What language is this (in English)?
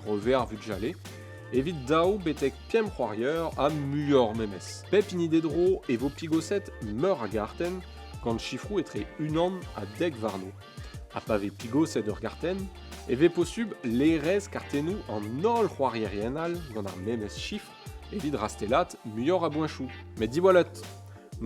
Breton